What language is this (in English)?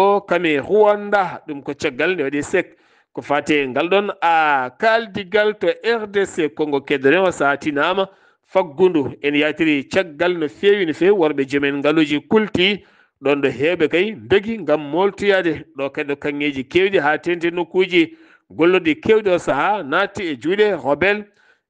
Fula